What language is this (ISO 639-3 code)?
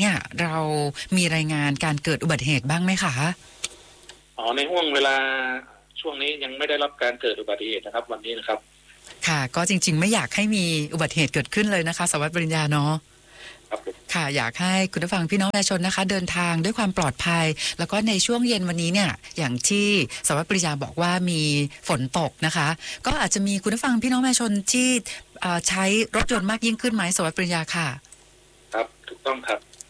tha